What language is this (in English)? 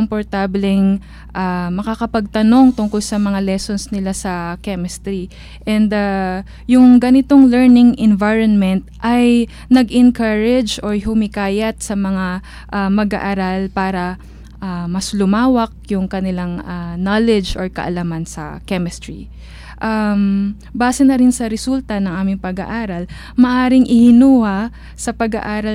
Filipino